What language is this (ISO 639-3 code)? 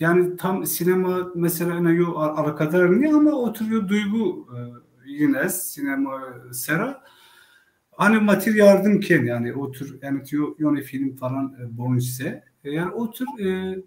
zza